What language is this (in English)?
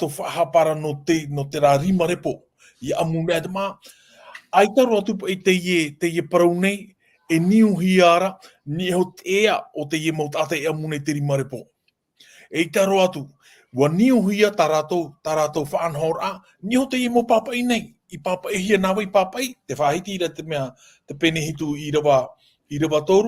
Tahitian